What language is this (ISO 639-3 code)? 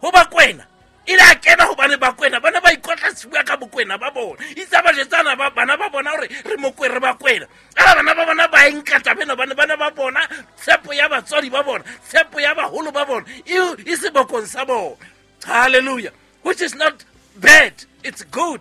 sot